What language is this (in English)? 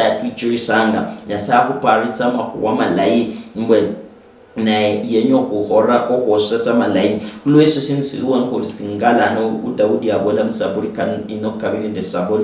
Luyia